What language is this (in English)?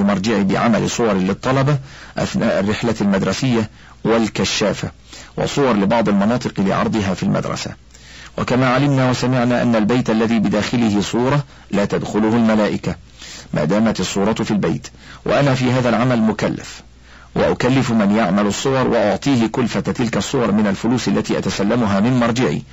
Arabic